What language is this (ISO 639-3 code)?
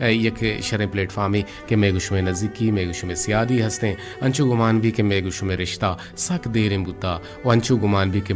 bgp